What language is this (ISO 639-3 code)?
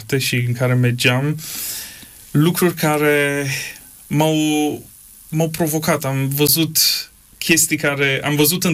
ron